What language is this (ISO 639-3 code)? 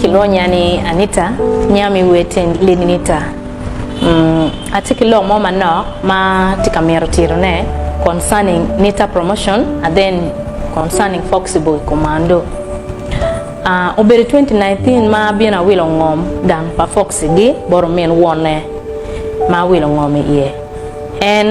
ach